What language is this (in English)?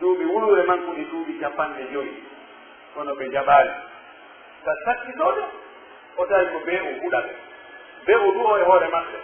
Pular